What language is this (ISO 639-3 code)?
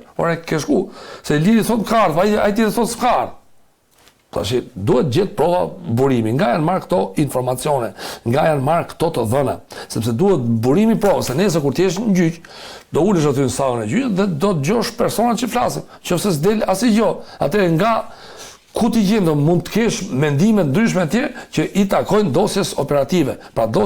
sqi